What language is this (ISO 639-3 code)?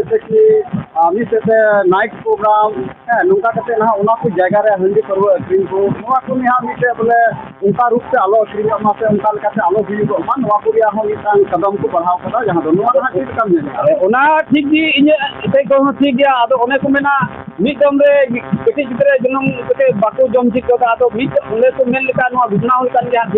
sat